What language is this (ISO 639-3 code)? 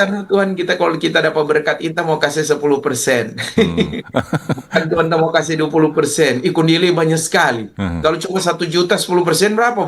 xmm